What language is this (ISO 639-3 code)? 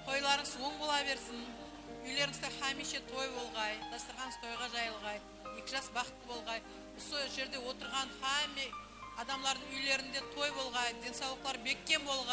kaa